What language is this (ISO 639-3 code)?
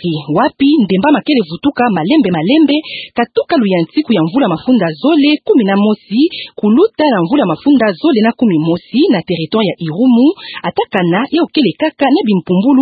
ktu